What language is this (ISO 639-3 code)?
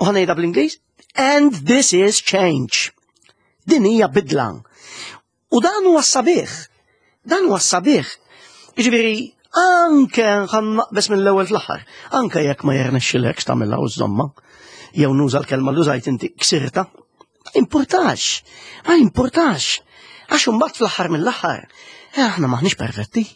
mlt